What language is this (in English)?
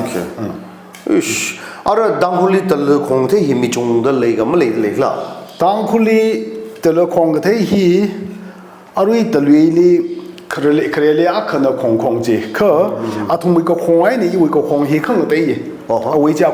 Tangkhul Naga (India)